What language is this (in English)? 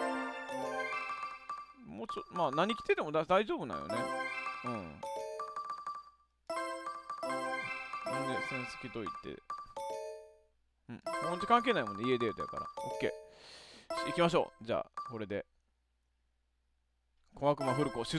Japanese